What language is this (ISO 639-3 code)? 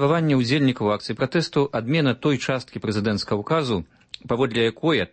bel